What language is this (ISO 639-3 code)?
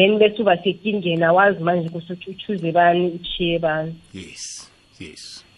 nbl